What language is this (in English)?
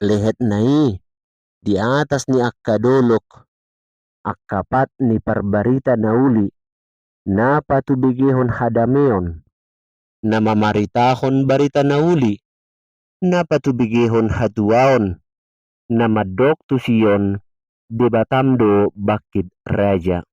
Batak Toba